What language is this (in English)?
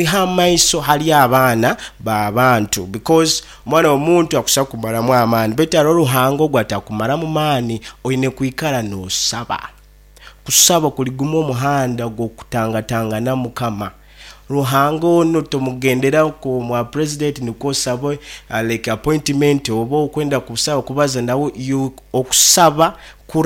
Nyankole